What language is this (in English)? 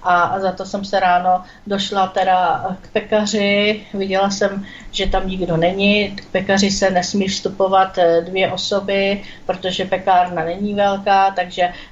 Czech